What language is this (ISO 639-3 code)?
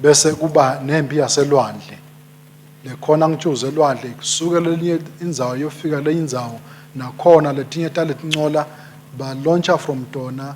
ssw